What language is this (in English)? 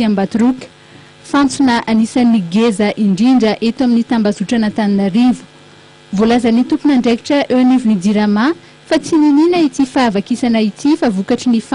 Malagasy